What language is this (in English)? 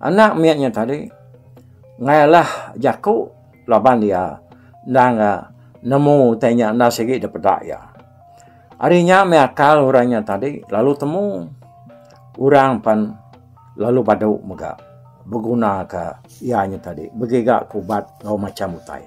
Iban